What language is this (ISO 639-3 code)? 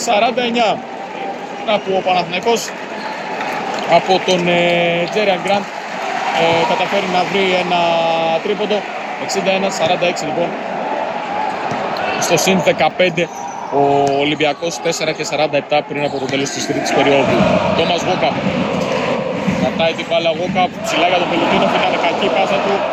ell